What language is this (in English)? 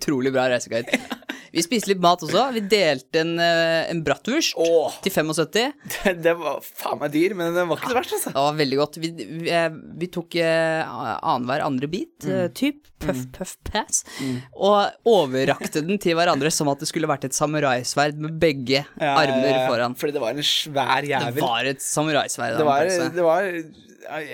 Norwegian